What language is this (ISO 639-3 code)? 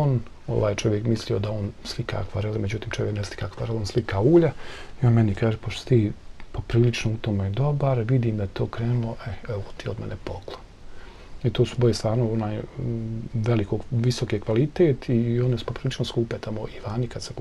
bos